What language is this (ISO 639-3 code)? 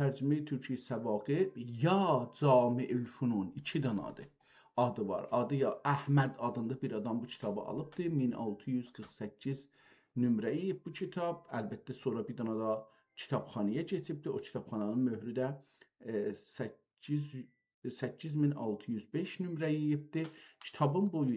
azb